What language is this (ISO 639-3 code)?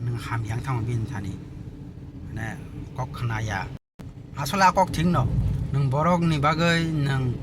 trp